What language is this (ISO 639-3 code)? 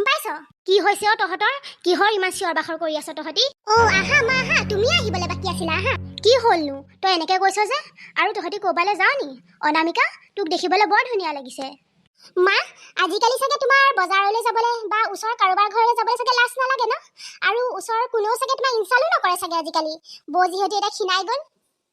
asm